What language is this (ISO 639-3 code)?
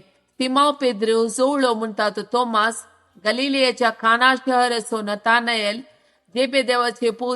kok